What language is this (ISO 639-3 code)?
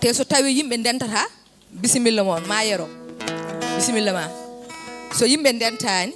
ful